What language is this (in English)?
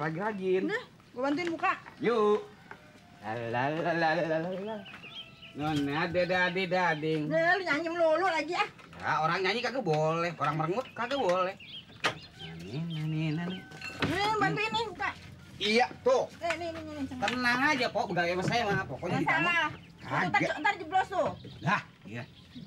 Betawi